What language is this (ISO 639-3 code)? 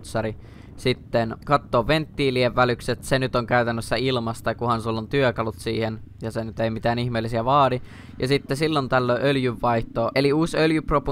fin